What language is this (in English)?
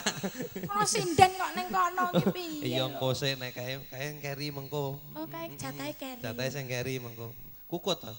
Javanese